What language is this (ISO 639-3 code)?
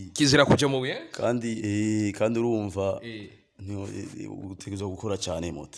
run